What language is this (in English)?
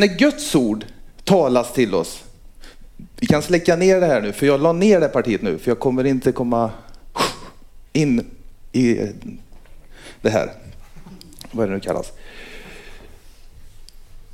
Swedish